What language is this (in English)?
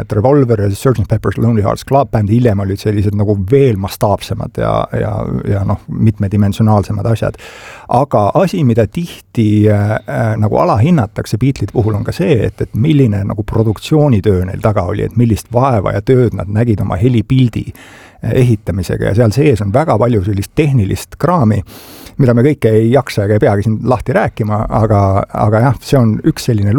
Estonian